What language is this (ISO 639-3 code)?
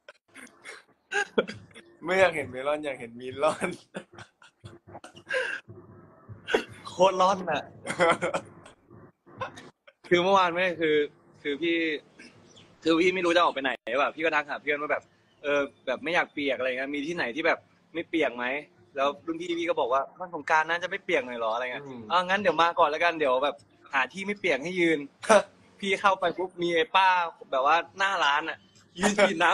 tha